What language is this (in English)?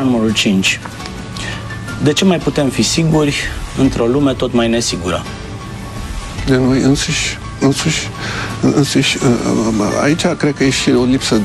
Romanian